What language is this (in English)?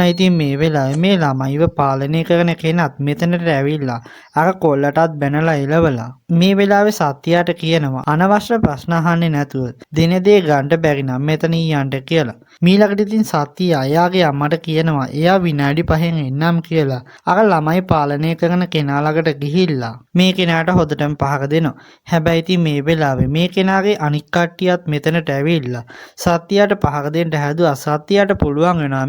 Sinhala